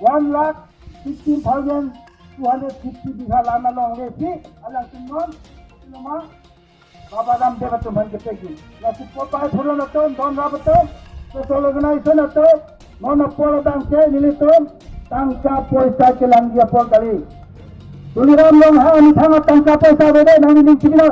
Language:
Karbi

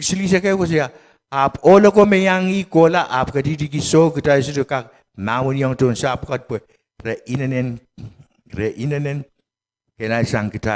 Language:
Pohnpeian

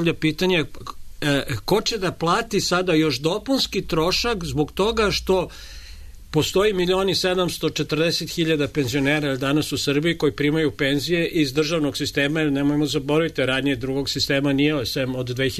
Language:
Serbian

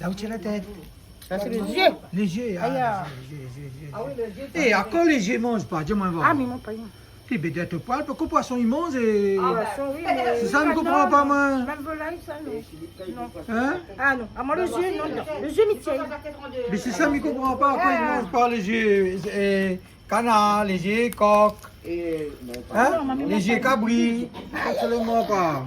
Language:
Réunion Creole French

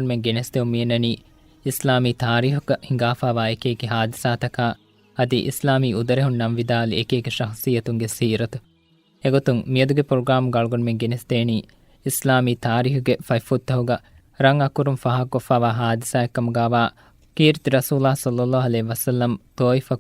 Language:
Divehi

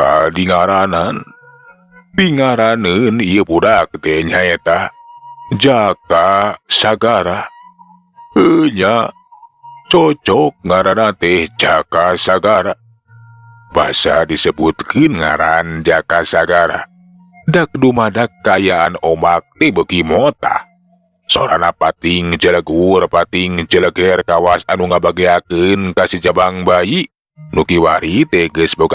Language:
Sundanese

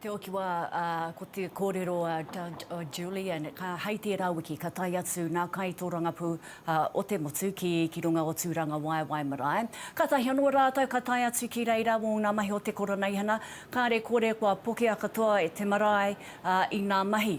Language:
Māori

